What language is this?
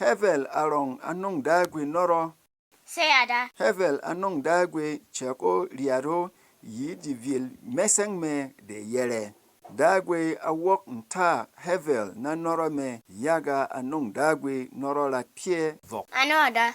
Berom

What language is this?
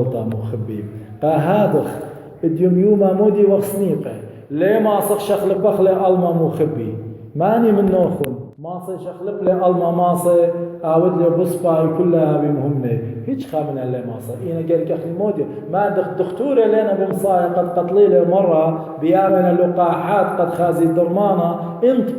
Assyrian Neo-Aramaic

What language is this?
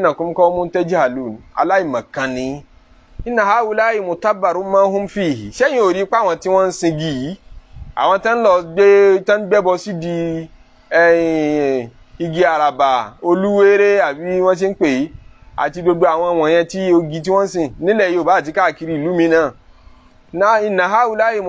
Yoruba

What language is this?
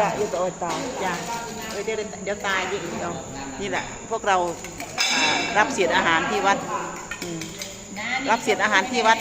Lao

